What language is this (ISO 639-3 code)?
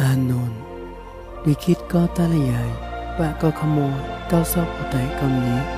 mnw